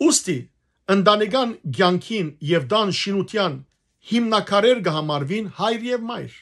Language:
Western Armenian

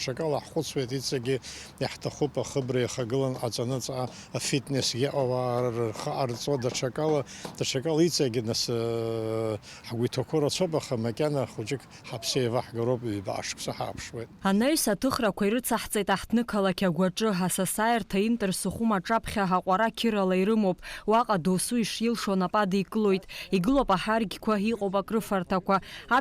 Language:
Abkhazian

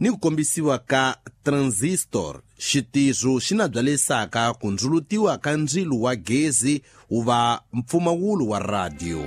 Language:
Tsonga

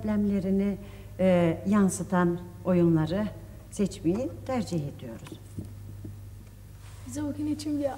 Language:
Turkish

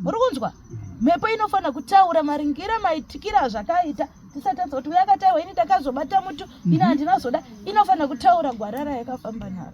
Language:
Shona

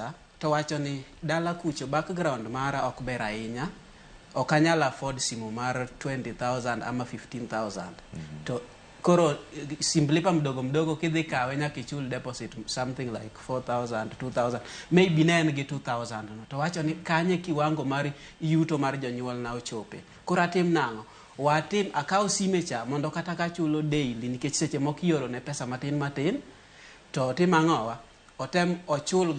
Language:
Luo (Kenya and Tanzania)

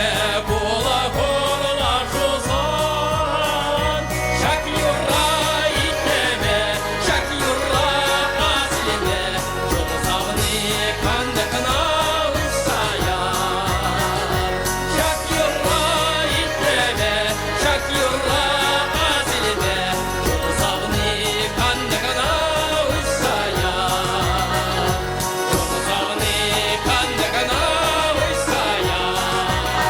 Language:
Chuvash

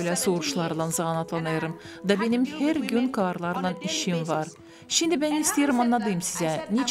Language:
Gagauz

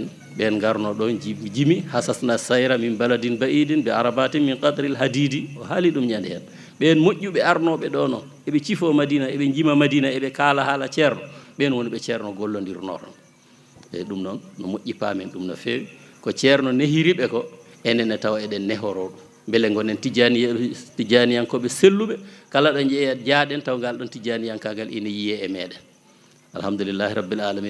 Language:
Fula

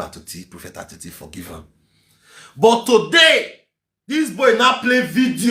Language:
Nigerian Pidgin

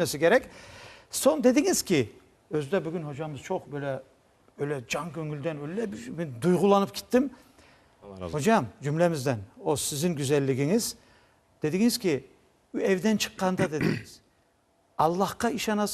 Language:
Crimean Tatar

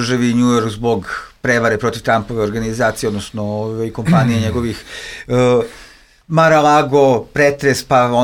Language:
Serbian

